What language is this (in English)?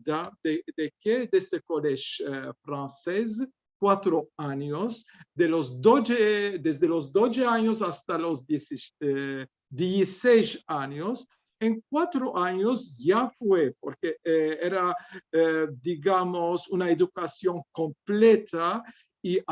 Ladino